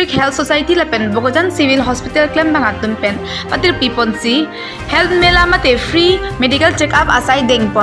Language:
Karbi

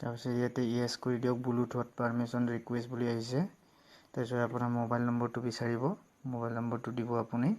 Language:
Assamese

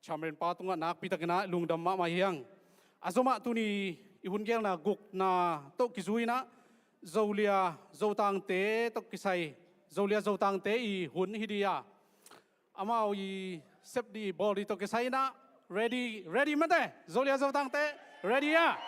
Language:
Tedim Chin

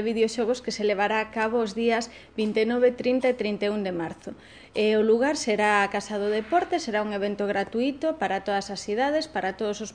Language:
Galician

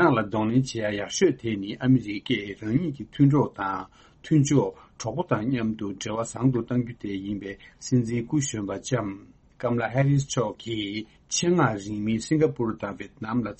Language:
Tibetan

